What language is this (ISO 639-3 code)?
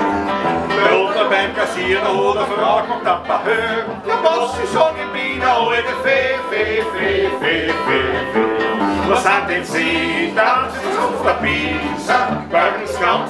bar